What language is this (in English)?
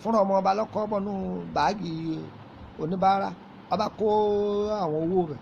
Yoruba